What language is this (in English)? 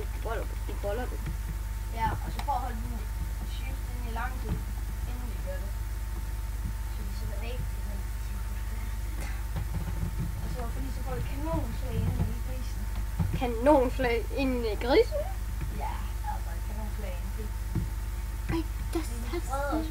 Danish